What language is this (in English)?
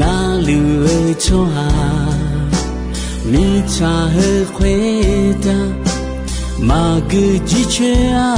Akha